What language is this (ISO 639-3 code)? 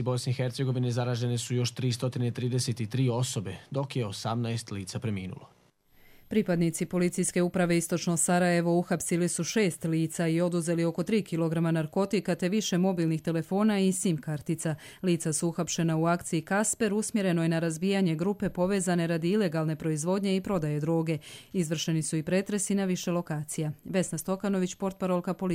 bos